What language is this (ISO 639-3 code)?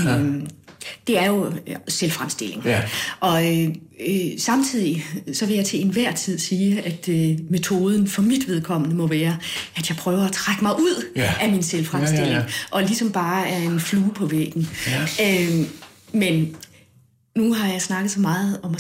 dan